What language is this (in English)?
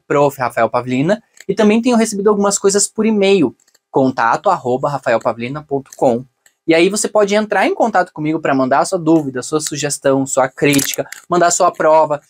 Portuguese